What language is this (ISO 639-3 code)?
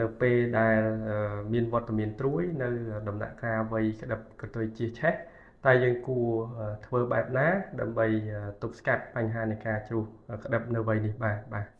khm